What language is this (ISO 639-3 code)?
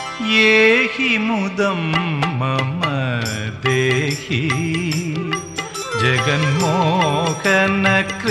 san